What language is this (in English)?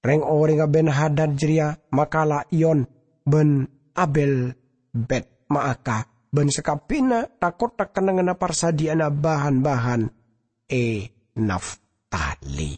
Madurese